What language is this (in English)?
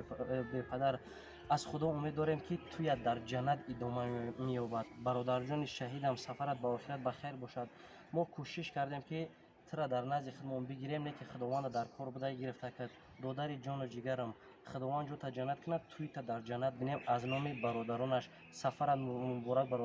Tajik